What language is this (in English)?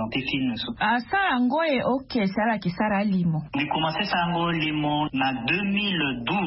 Sango